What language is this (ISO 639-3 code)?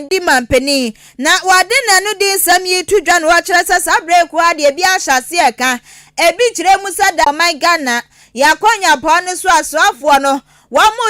aka